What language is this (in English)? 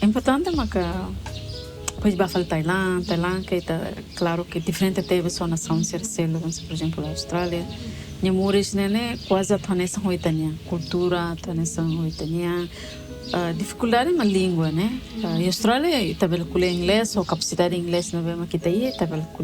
Tetum